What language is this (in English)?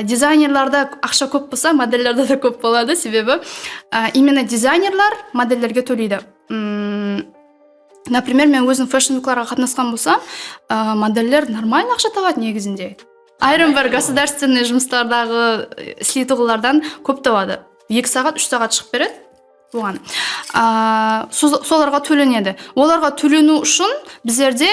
Kara-Kalpak